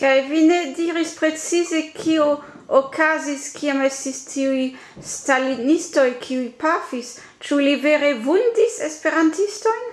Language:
Esperanto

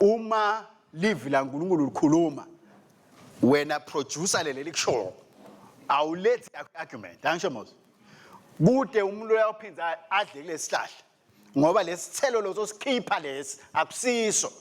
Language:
Swati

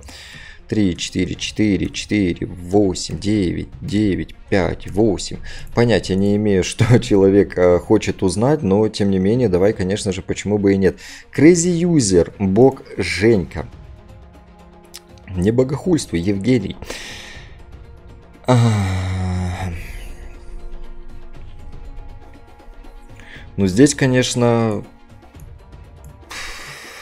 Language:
Russian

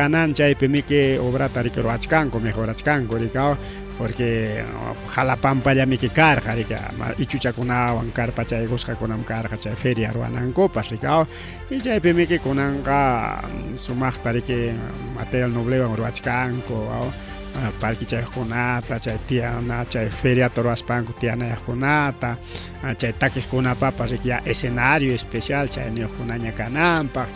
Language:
Ayacucho Quechua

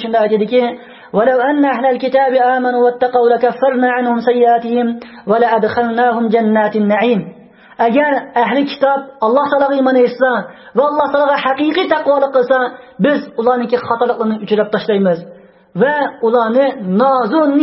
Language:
Uyghur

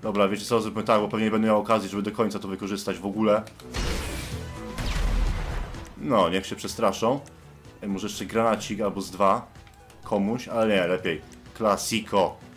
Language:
Polish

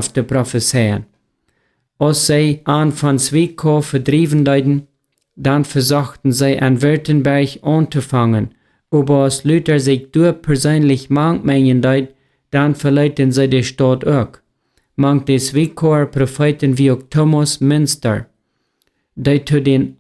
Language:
Plautdietsch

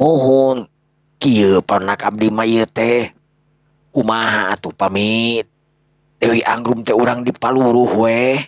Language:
Sundanese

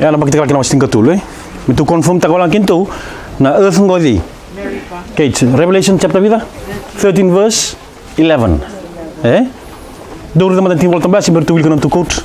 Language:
Fijian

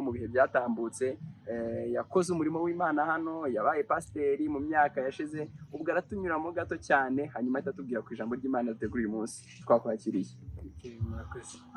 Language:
Kinyarwanda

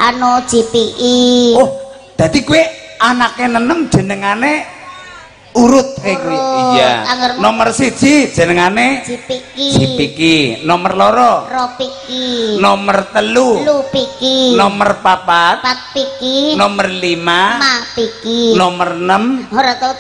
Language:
Javanese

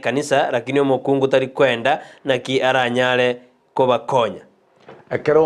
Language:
Gusii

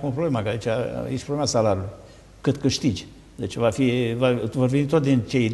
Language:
Romanian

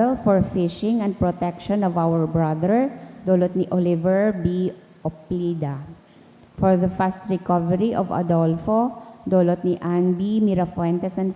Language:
Bikol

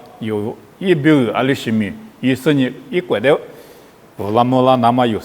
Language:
Lisu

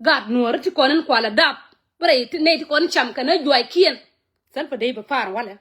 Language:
Nuer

